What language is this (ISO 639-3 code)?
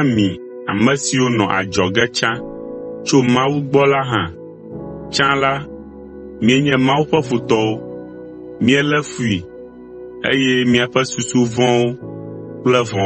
ewe